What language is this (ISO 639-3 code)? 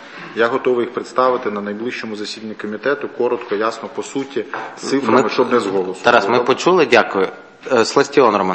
ukr